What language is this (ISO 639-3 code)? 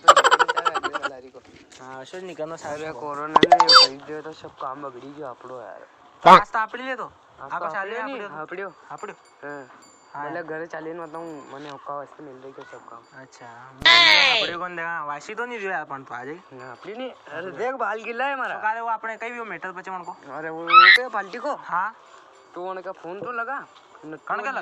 raj